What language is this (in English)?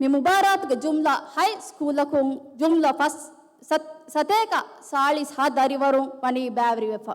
Divehi